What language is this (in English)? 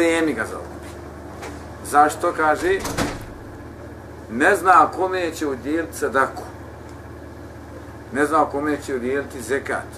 Bosnian